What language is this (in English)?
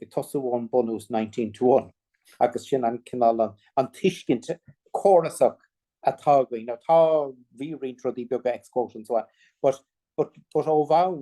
Irish